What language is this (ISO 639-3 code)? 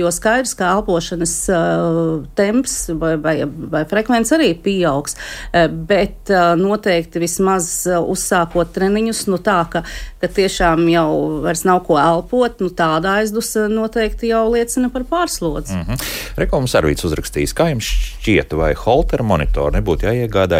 lav